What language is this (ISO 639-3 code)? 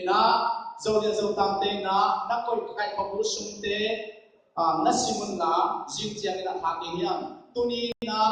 ctd